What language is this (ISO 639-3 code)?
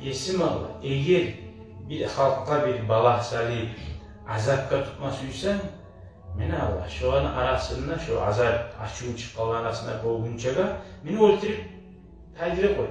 kum